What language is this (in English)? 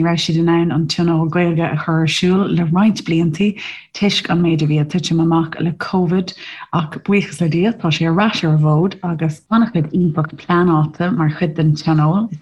Irish